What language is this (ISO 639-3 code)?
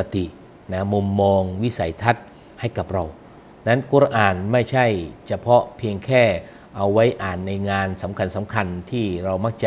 tha